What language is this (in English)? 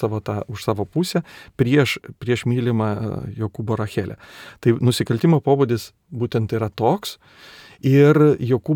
Lithuanian